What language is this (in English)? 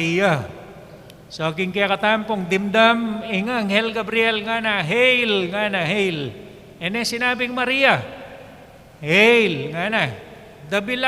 Pampanga